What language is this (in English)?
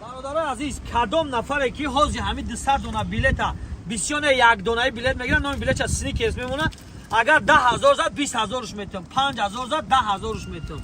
Tajik